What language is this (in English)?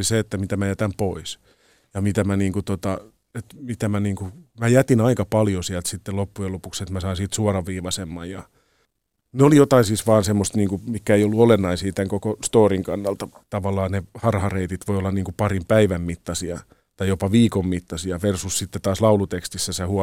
Finnish